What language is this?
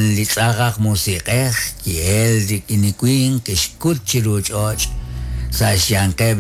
Kekchí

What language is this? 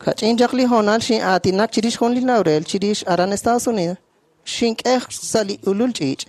Kekchí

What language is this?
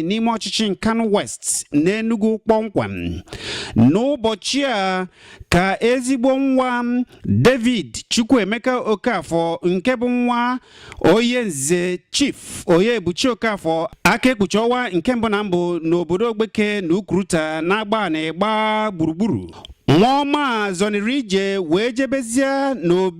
Igbo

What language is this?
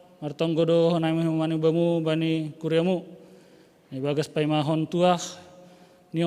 Batak Simalungun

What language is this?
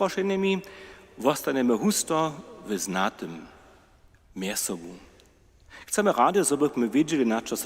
Upper Sorbian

